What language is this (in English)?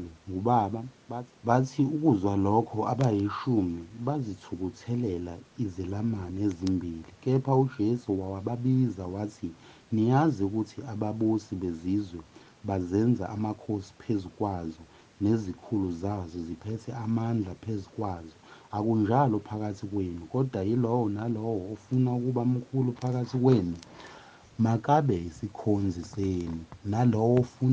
Zulu